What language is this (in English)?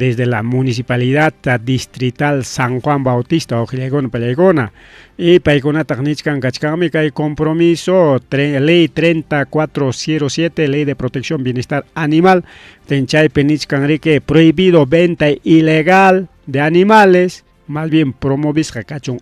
Ayacucho Quechua